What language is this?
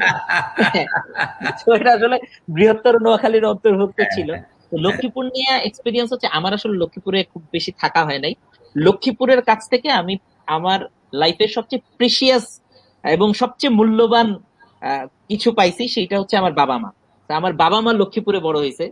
Bangla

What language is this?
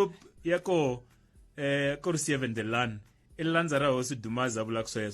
Tsonga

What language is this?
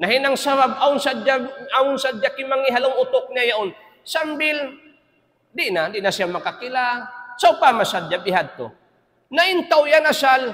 Tausug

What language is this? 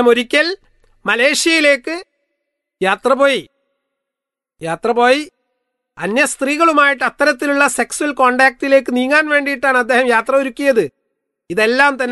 Malayalam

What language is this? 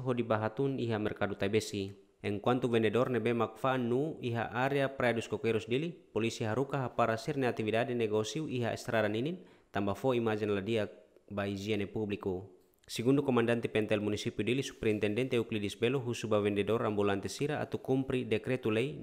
Tetum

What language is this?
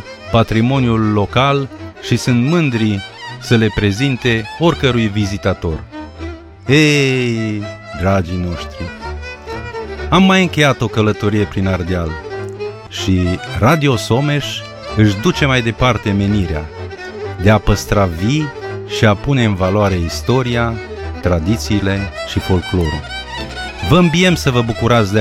Romanian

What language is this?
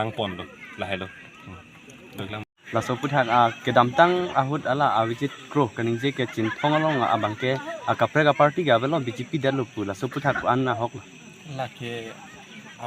Karbi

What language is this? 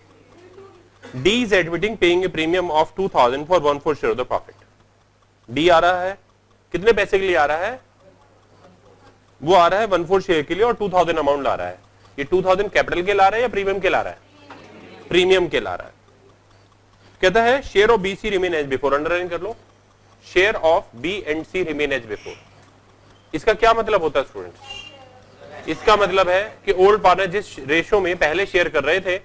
Hindi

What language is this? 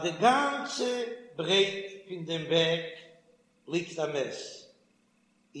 Yiddish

